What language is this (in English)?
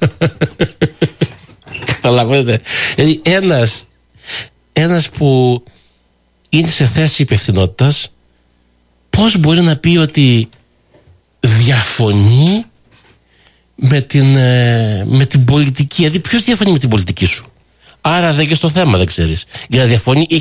Greek